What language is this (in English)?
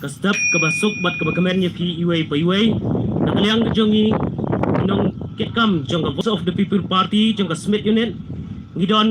Khasi